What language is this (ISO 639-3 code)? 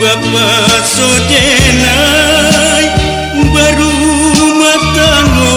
min